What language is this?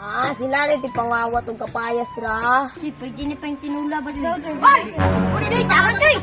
Cebuano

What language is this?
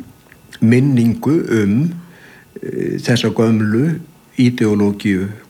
Icelandic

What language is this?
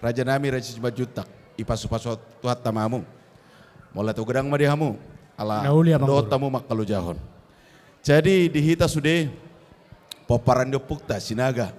Batak Toba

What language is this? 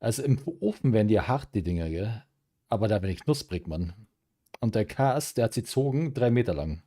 Bavarian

